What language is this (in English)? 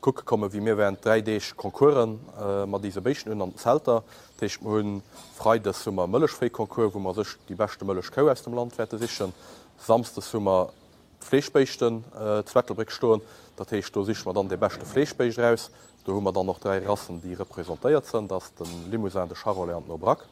Luxembourgish